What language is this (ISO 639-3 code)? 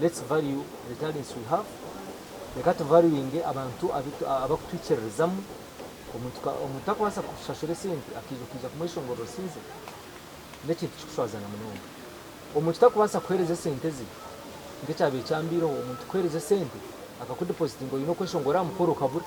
nyn